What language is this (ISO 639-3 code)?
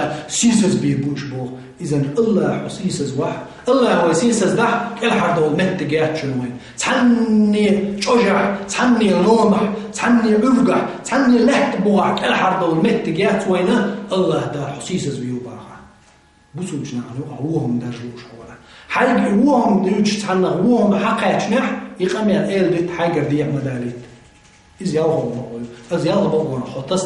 che